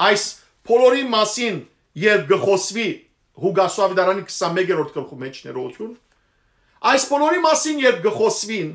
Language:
Western Armenian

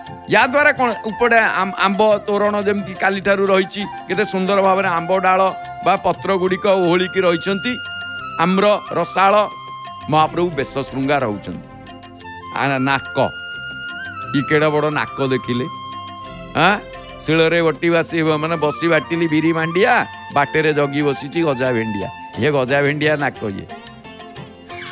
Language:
Odia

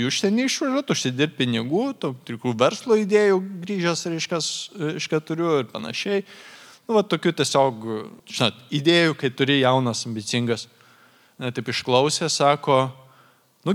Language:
Lithuanian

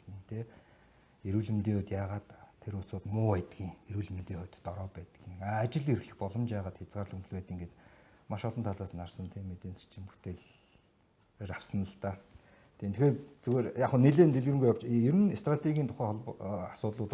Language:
Mongolian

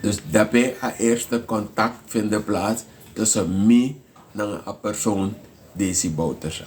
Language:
Sranan Tongo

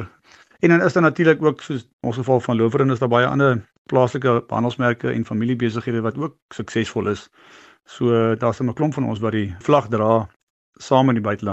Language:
Afrikaans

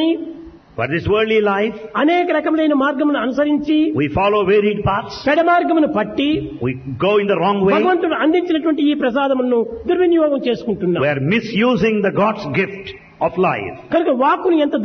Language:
Telugu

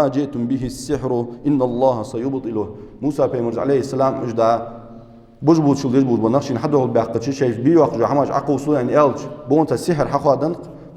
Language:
Ingush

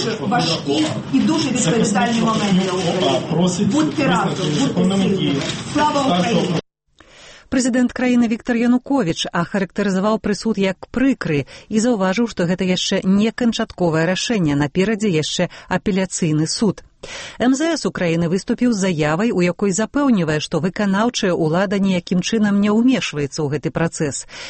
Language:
Belarusian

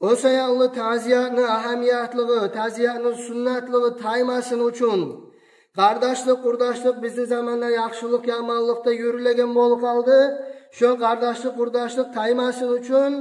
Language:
Kumyk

